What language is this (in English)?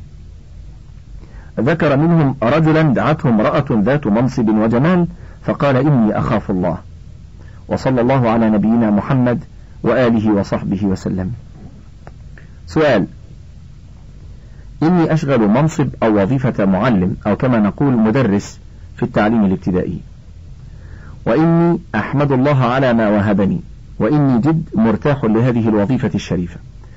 Arabic